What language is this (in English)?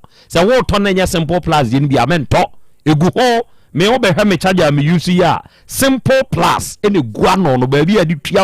Akan